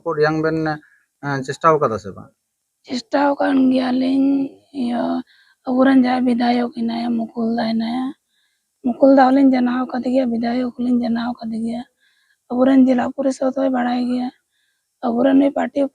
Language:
Santali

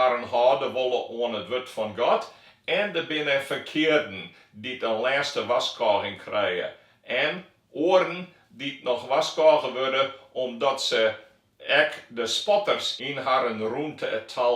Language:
Western Frisian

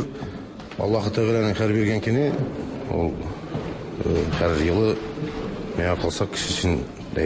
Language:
Tatar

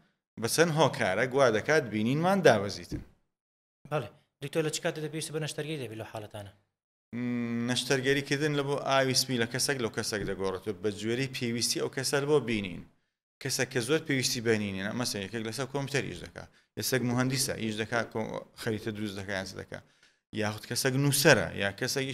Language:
Central Kurdish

